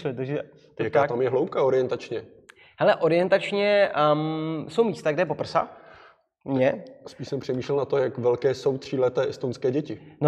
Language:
Czech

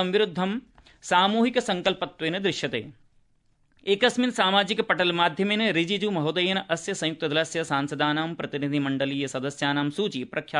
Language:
Sanskrit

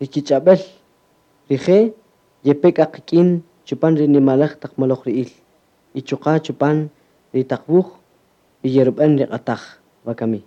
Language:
Kaqchikel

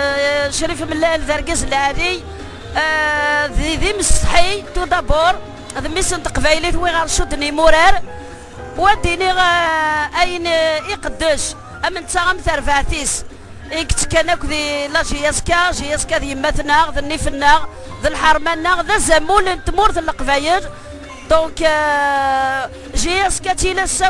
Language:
Kabyle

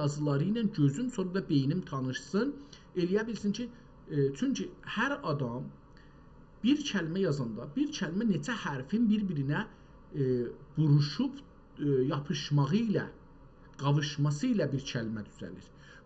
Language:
South Azerbaijani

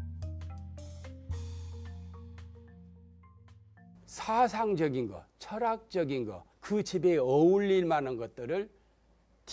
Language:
Korean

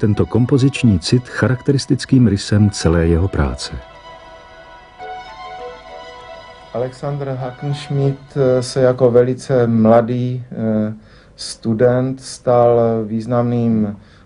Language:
Czech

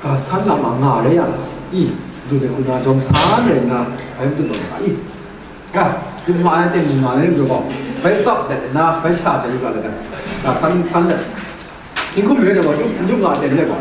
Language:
Kachin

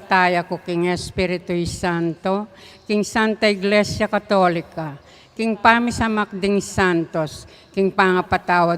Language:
Pampanga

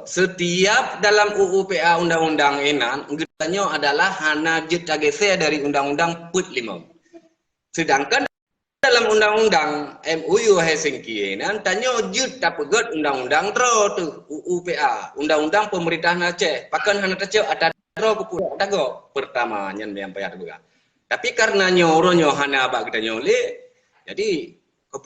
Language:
Achinese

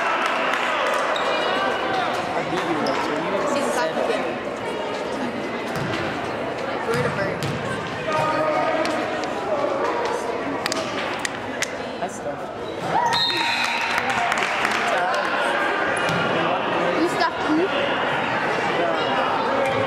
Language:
English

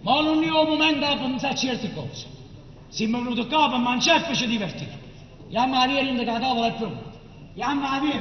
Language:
Neapolitan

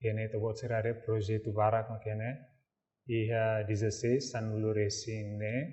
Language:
Tetum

